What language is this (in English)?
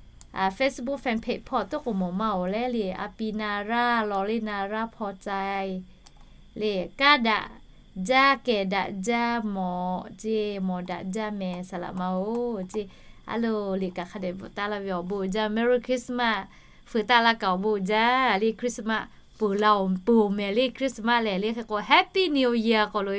Lahu